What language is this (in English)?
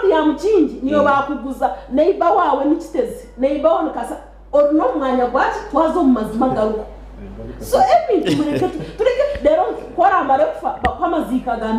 Nyankole